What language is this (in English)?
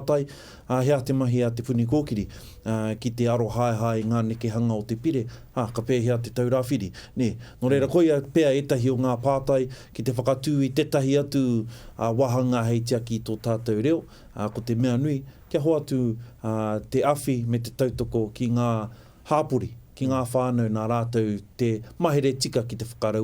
Māori